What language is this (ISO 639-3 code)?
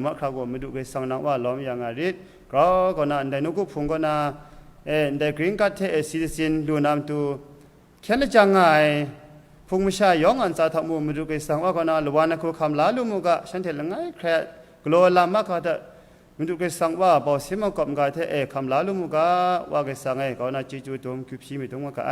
kac